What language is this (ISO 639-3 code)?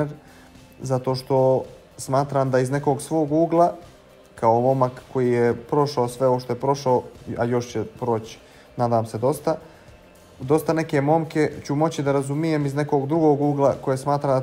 bos